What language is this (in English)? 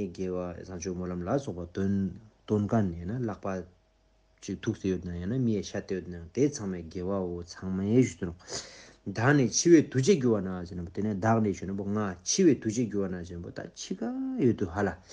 Tibetan